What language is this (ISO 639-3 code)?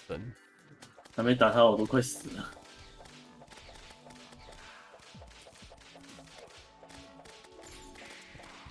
zho